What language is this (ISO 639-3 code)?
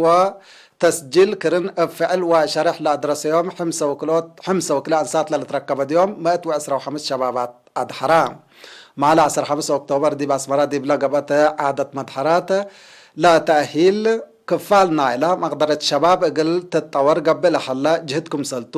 tig